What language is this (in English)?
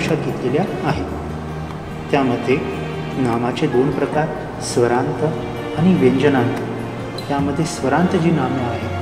Marathi